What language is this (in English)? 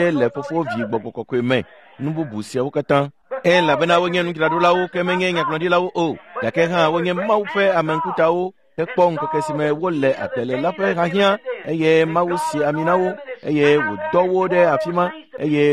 Ewe